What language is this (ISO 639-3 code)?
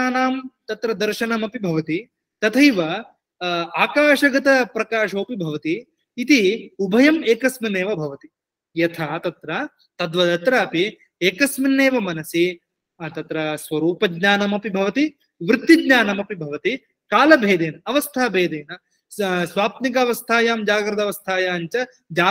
san